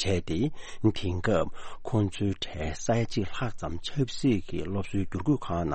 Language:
Tibetan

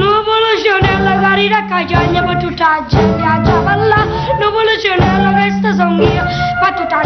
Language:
Neapolitan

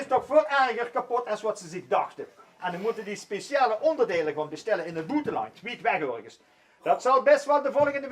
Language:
Limburgish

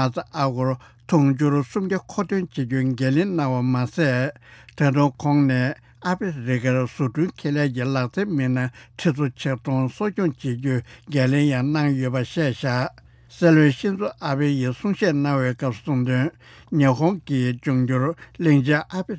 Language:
Tibetan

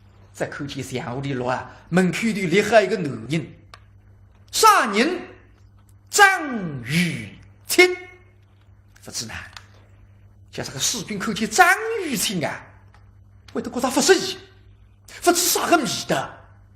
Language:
Wu Chinese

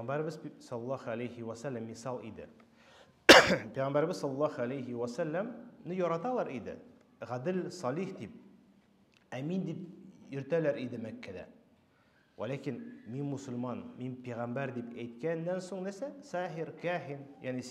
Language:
Tatar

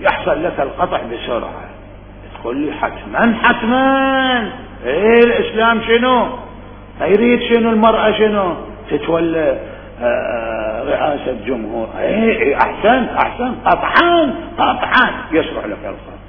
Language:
Mesopotamian Arabic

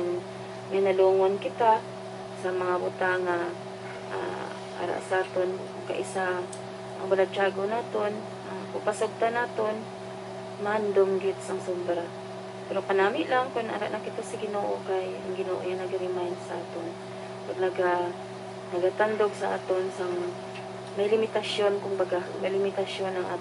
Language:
Hiligaynon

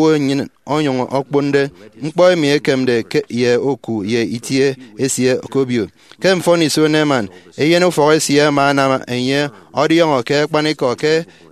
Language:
Efik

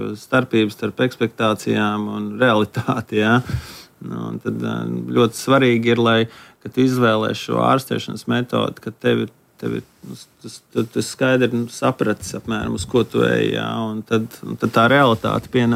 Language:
Latvian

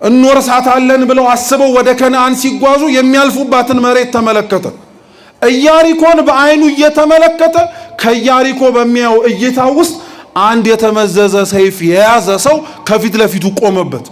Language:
Amharic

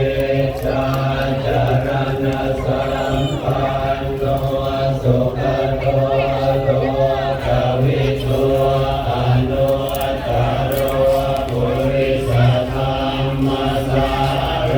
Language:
Pali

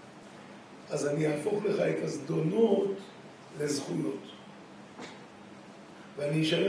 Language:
Hebrew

